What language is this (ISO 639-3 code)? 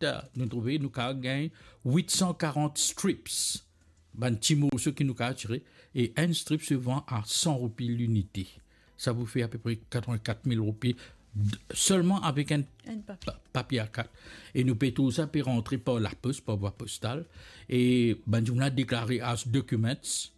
mfe